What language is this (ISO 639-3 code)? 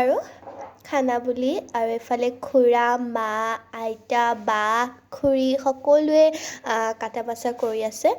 asm